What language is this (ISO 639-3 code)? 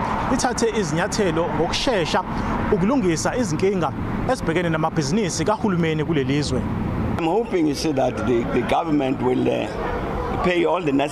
zul